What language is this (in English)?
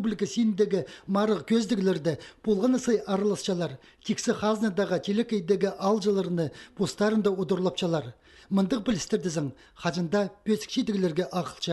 Khakas